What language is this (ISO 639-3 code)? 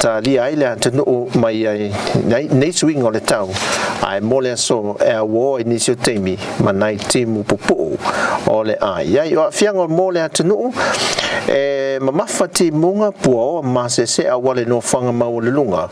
smo